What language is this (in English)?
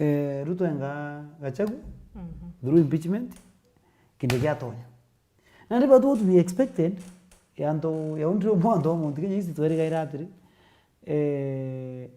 Meru